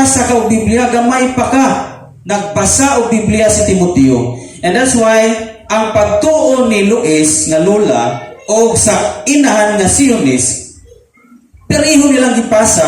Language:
Cebuano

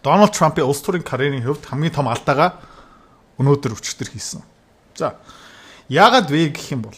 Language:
Mongolian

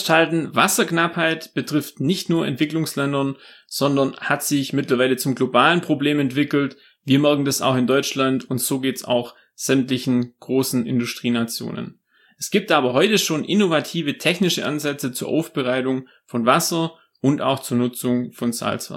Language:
German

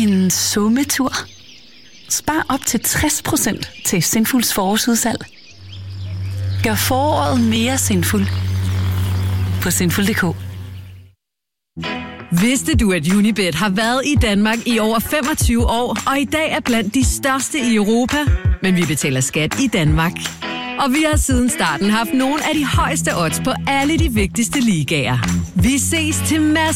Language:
Danish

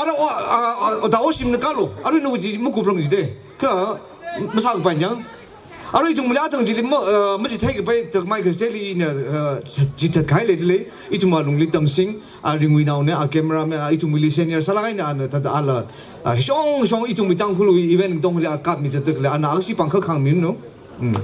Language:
Tangkhul Naga (India)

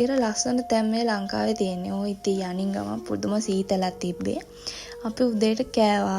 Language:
Sinhala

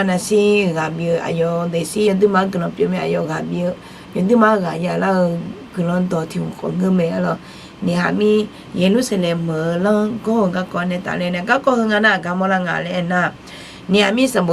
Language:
Akha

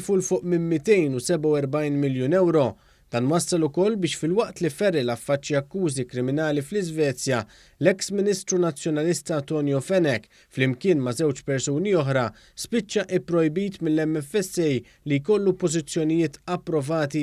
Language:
Maltese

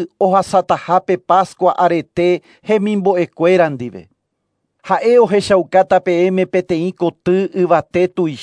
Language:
Guarani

